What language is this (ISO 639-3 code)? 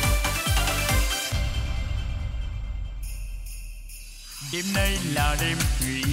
vie